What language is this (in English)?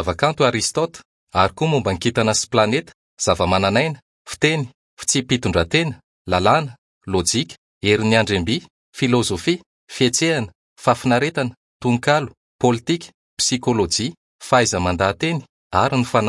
Malagasy